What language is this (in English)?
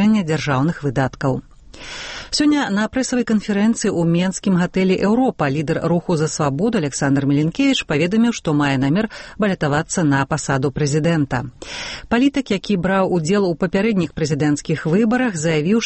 Belarusian